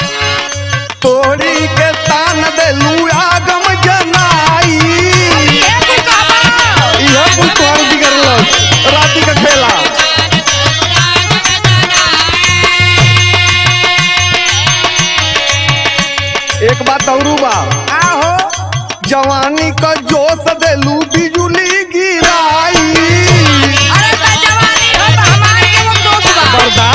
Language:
Bhojpuri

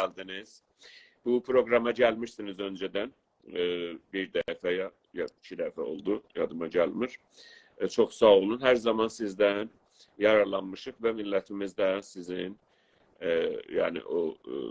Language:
South Azerbaijani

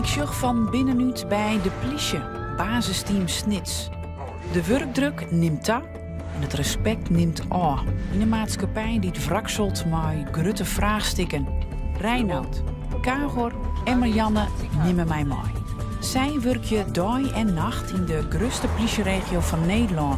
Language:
Western Frisian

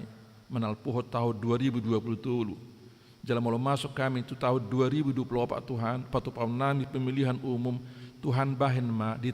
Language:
Batak Toba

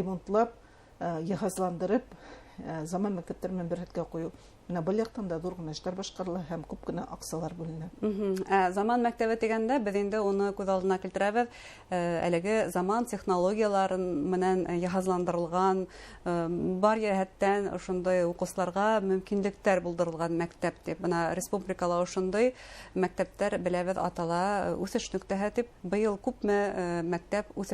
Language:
Bashkir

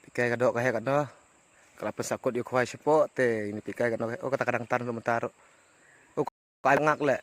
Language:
Khasi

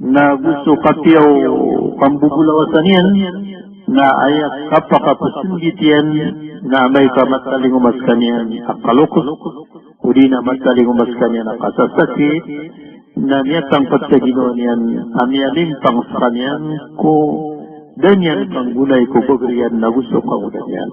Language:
Maranao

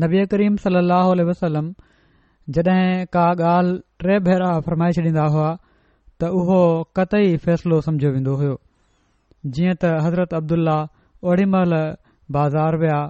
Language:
Sindhi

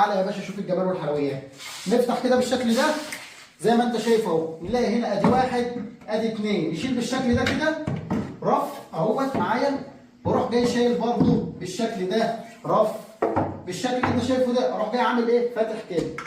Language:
Egyptian Arabic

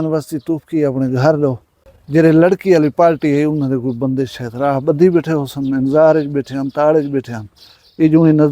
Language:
Saraiki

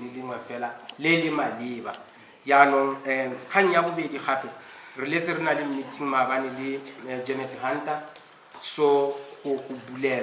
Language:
Tswana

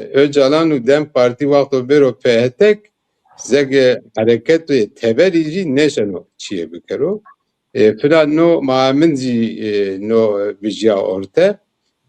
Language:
Zaza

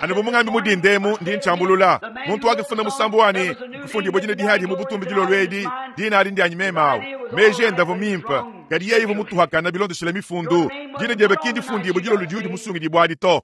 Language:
Luba-Lulua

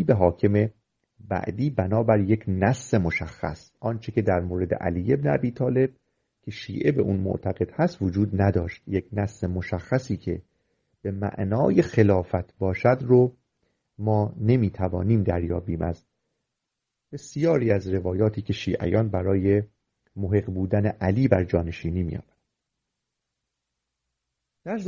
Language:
Persian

